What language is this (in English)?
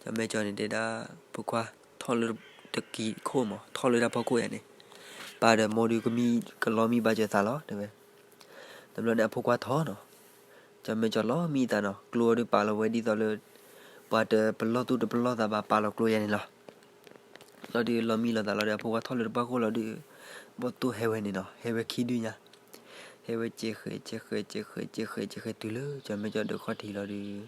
S'gaw Karen